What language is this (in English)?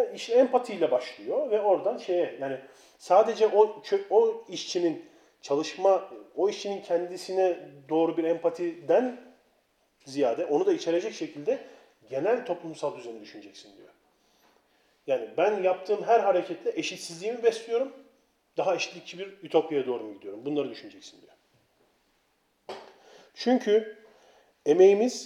Turkish